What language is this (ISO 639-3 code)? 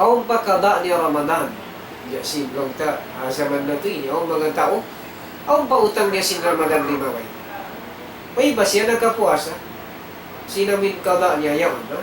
tsg